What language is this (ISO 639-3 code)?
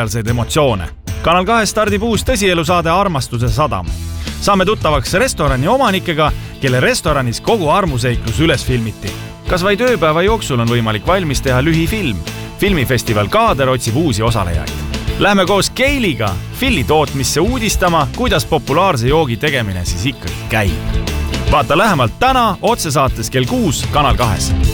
est